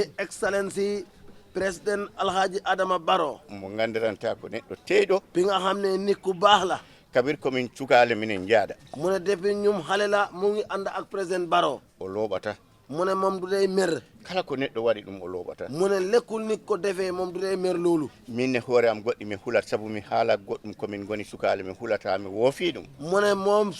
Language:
Fula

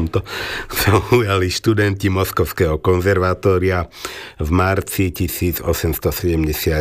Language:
Slovak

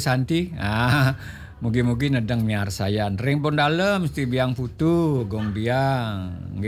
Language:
Balinese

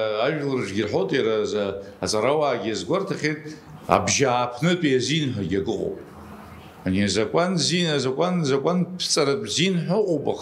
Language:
Abkhazian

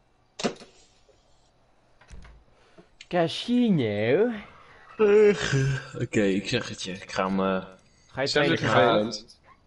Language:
Dutch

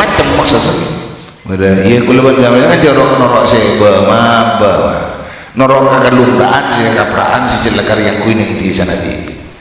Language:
Madurese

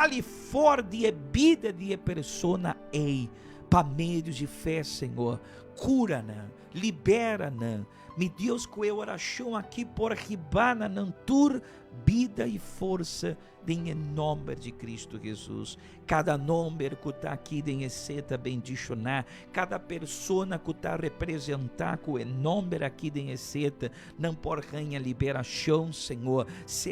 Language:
Papiamento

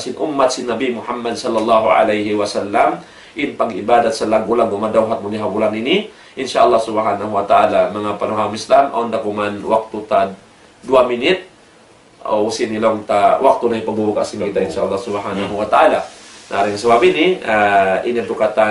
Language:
Tausug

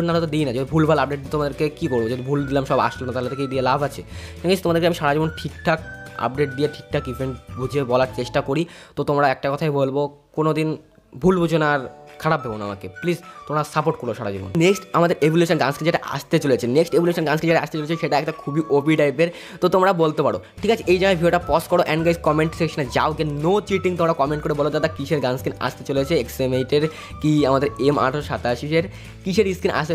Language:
Bangla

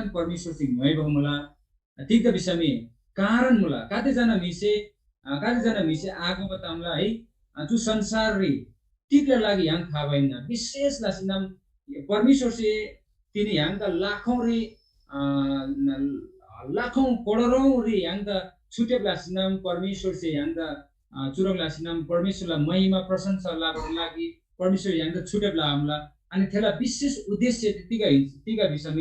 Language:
Eastern Tamang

